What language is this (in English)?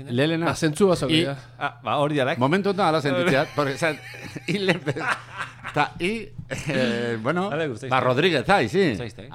Basque